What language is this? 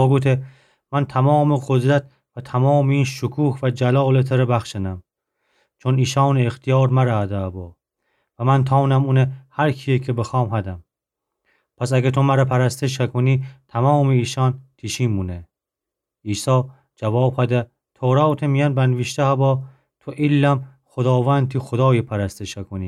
Gilaki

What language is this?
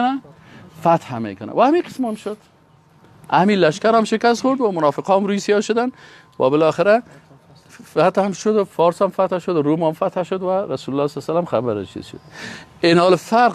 Persian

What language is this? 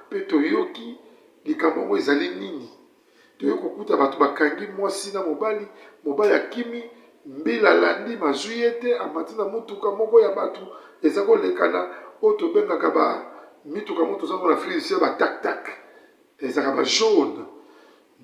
Lingala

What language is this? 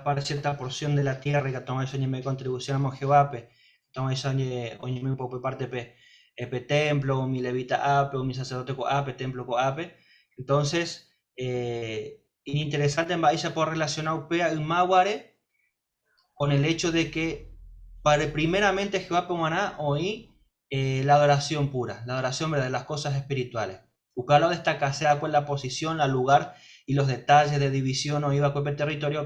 Guarani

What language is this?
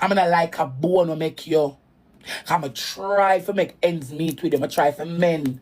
Jamaican Creole English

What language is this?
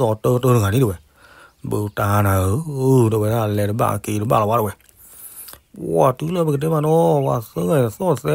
S'gaw Karen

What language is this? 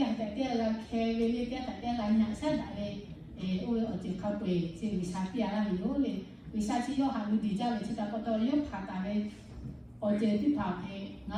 Lahu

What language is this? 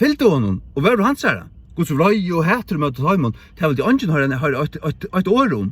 Faroese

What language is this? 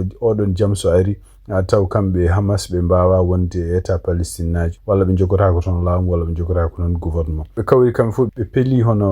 Fula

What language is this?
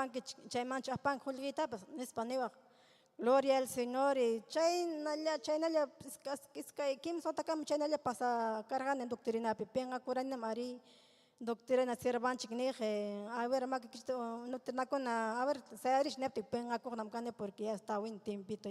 Ayacucho Quechua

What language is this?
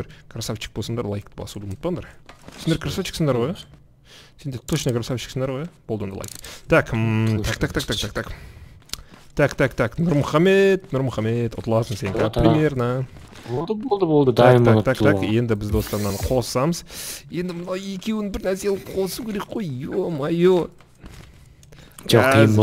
Kazakh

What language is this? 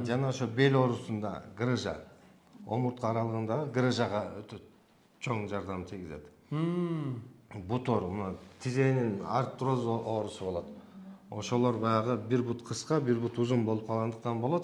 Kyrgyz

